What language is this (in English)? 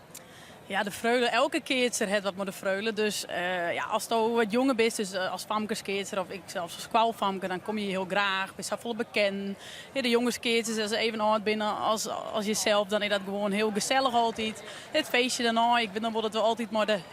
Western Frisian